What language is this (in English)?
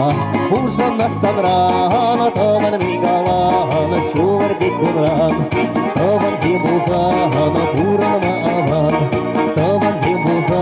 Chuvash